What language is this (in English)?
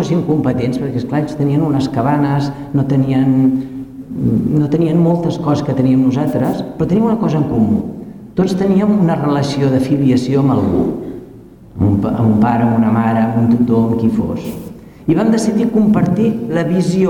Catalan